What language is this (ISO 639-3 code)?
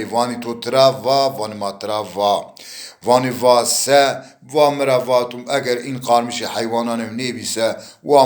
zza